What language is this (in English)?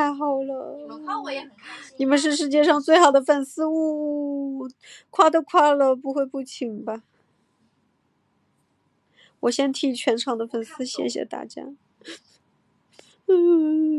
Chinese